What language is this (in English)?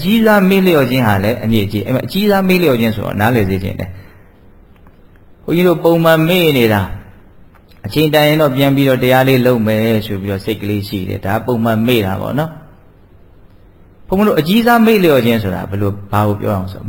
Burmese